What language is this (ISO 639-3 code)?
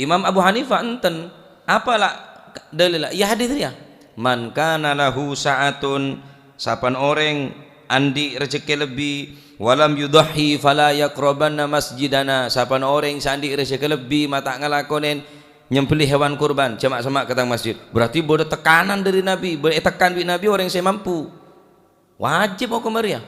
mad